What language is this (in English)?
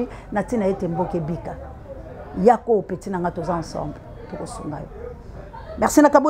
Lingala